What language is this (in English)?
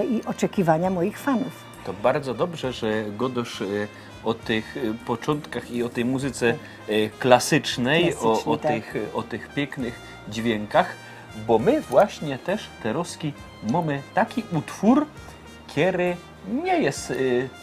Silesian